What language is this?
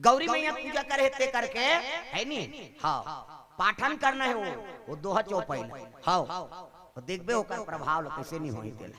Chhattisgarhi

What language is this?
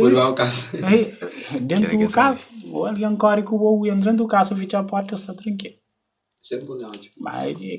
Kabuverdianu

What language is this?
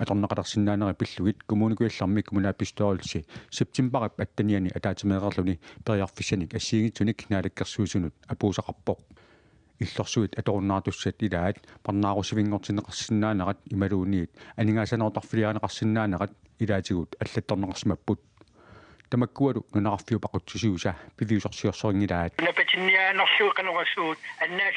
Kalaallisut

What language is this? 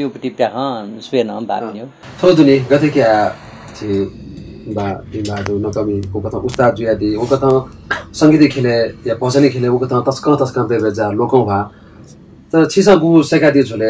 Newari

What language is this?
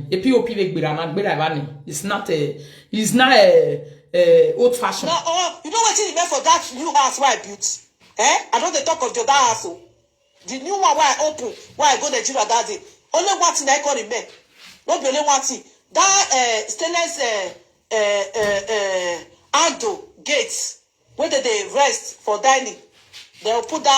Nigerian Pidgin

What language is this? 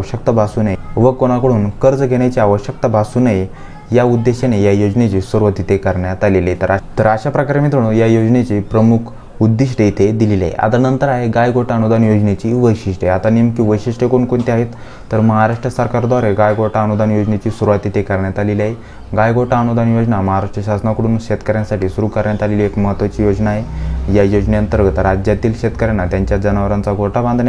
Marathi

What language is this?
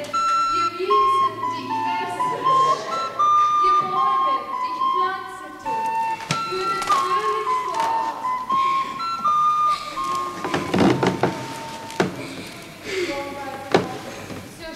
German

